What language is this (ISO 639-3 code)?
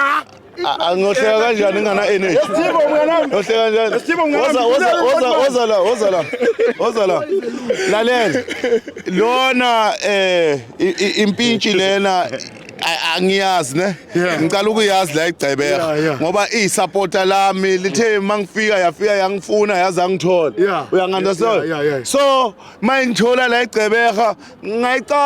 zul